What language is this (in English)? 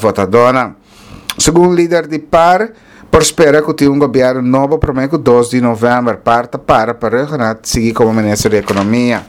Papiamento